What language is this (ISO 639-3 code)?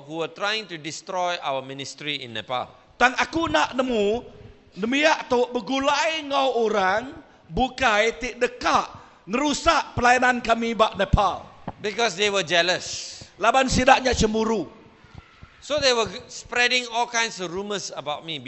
iba